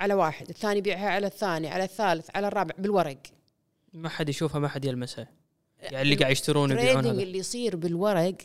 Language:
Gulf Arabic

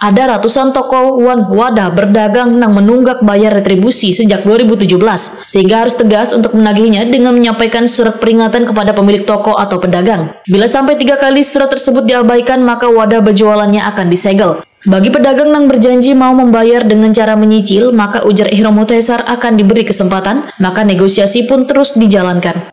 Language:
Banjar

